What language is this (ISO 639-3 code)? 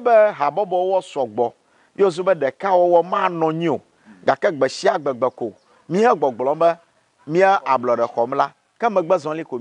ewe